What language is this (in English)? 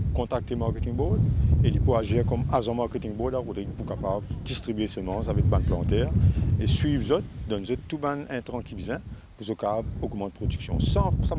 Morisyen